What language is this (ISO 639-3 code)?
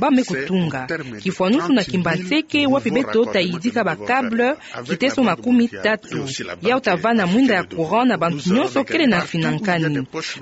ktu